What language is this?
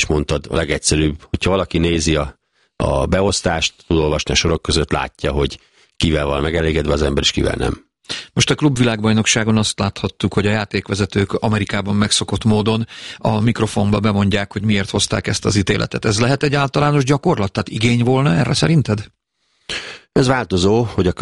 Hungarian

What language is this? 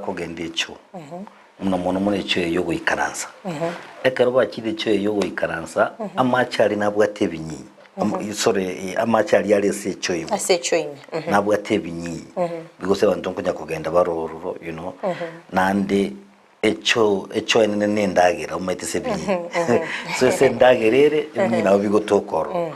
Gusii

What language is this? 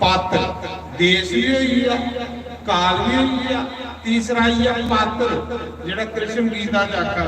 Dogri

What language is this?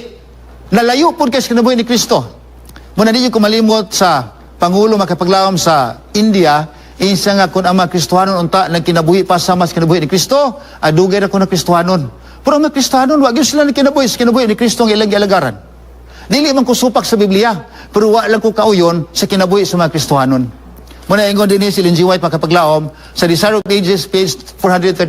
Cebuano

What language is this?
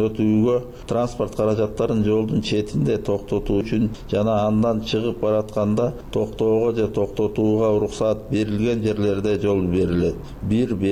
Kyrgyz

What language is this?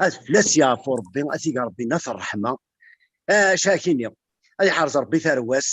Kabyle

